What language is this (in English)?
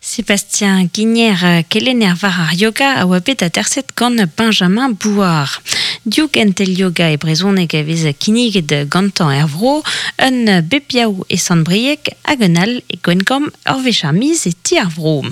Breton